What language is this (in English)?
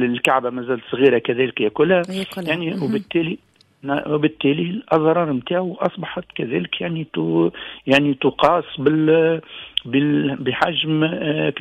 Tunisian Arabic